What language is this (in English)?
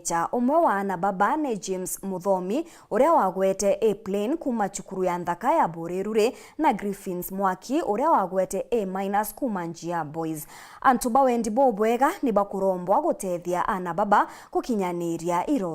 Meru